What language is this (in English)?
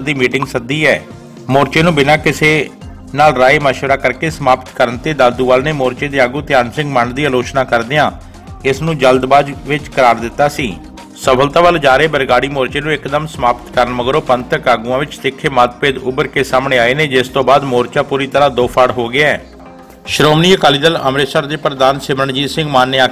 Punjabi